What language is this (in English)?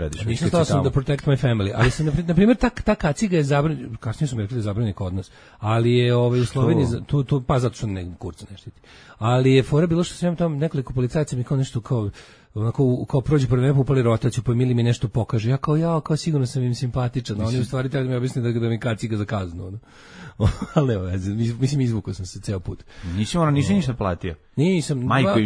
Serbian